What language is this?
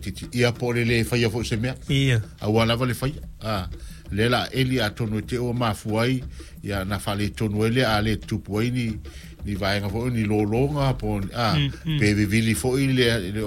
Samoan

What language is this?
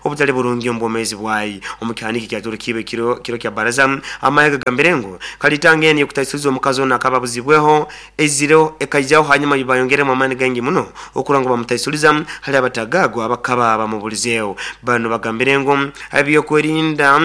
Nyoro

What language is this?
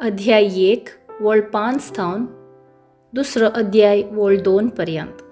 Konkani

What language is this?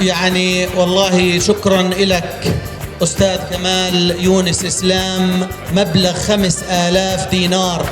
North Levantine Arabic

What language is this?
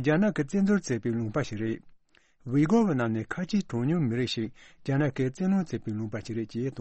Tibetan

